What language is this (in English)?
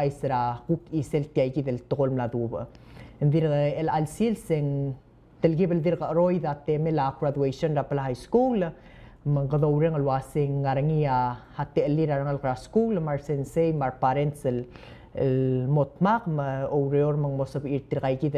Palauan